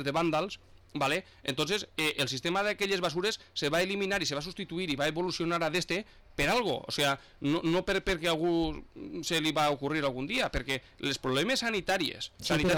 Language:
Catalan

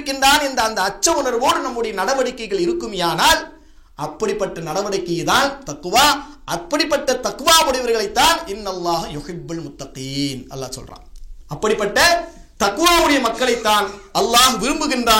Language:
Tamil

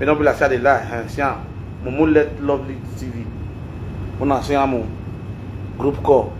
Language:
Nigerian Pidgin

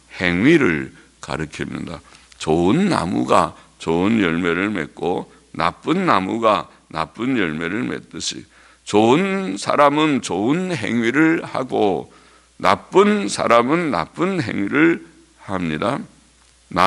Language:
Korean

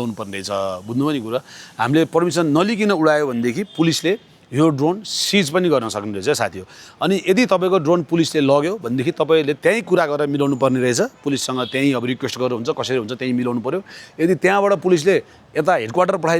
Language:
Nepali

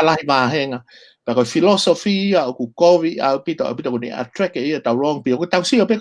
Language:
Tongan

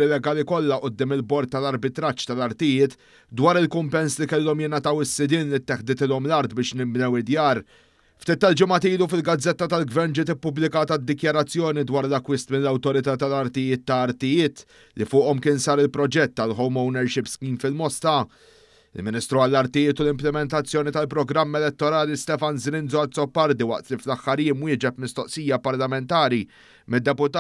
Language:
Maltese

